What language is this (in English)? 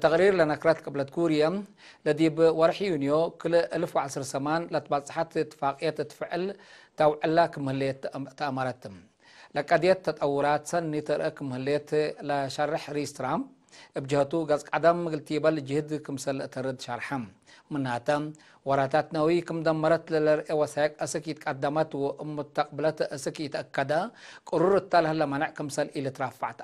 Tigre